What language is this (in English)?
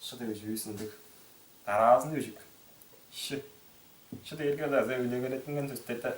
Tuvinian